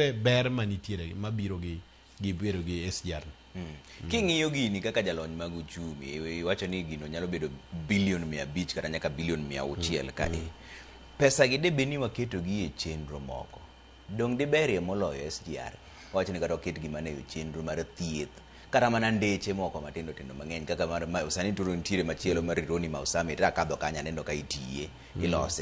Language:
Luo (Kenya and Tanzania)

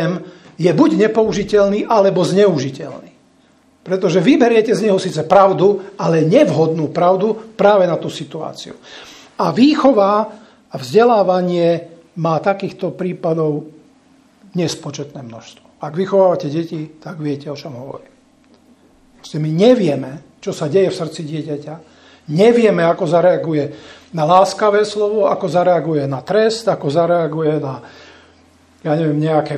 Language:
Slovak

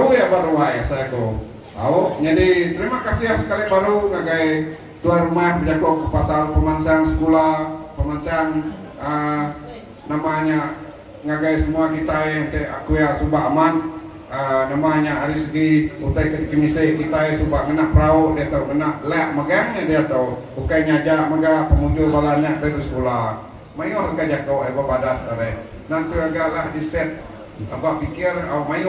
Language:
Iban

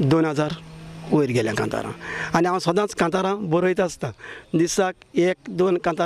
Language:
Konkani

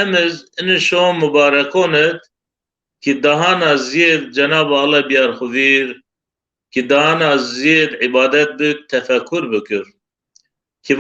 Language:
Zaza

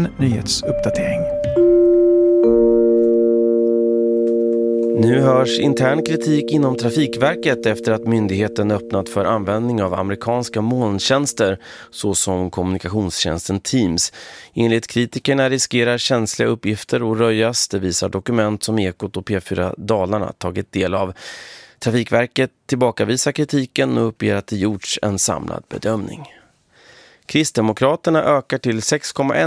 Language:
Swedish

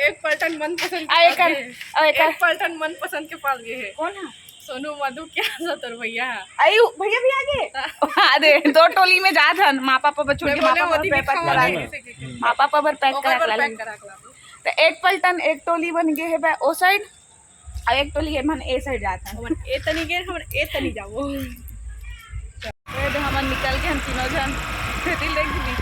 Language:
Chhattisgarhi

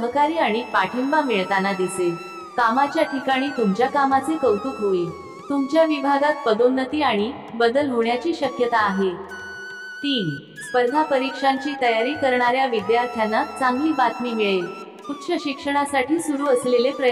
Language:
Marathi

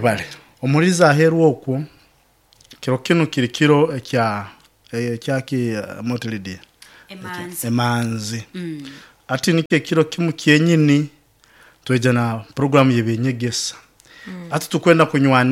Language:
Nyoro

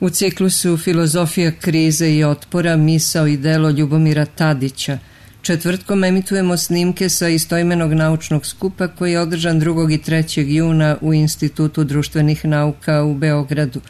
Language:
Serbian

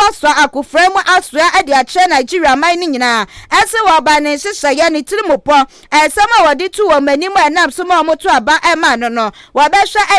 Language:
Akan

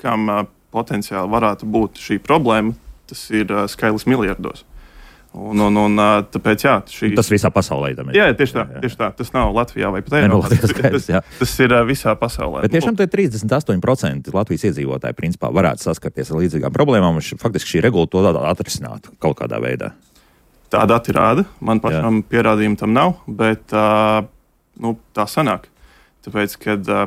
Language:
Latvian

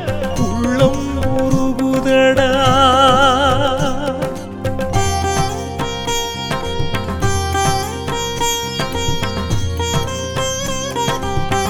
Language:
Tamil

